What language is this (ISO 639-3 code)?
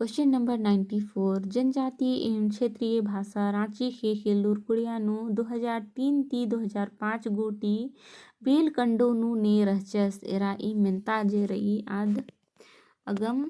kru